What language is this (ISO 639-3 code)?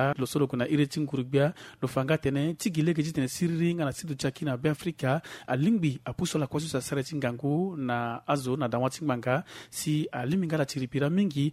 sag